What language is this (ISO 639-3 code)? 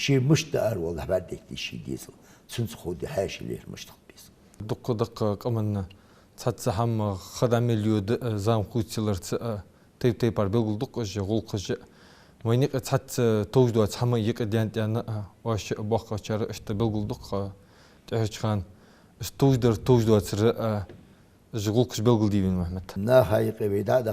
inh